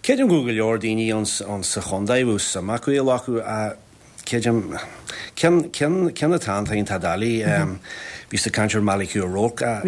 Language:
Irish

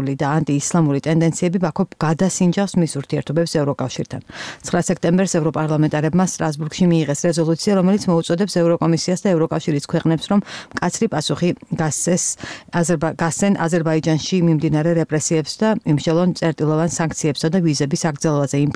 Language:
Georgian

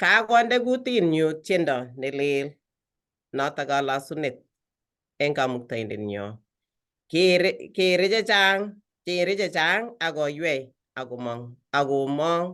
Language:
Kalenjin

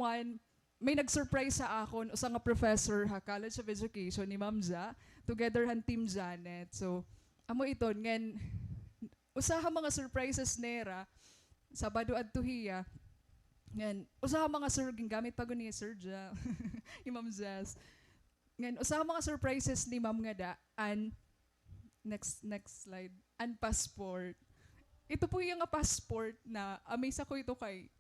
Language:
Waray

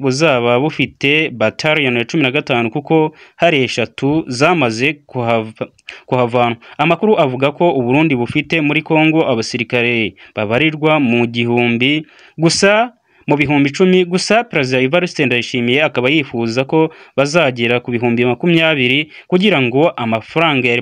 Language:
Kinyarwanda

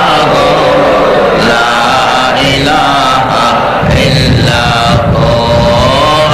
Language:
Bangla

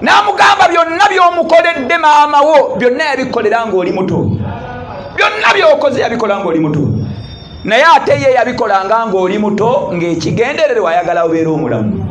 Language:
Ganda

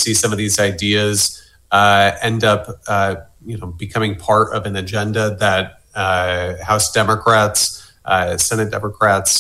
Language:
English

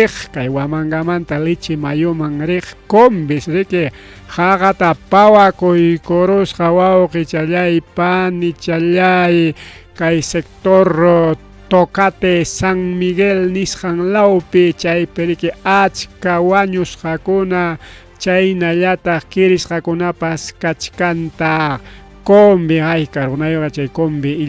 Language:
Ayacucho Quechua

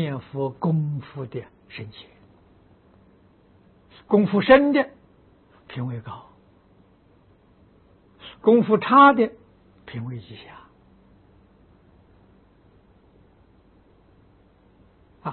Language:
Chinese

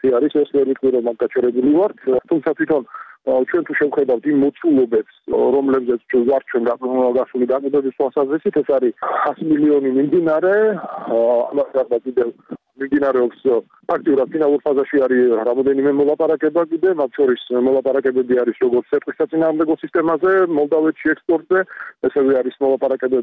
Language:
Georgian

